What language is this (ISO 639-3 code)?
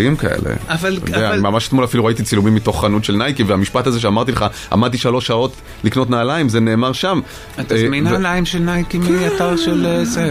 heb